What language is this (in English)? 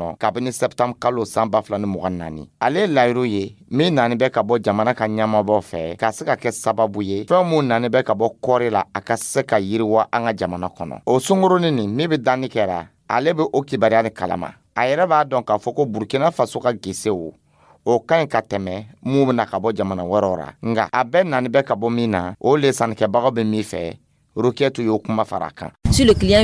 Dyula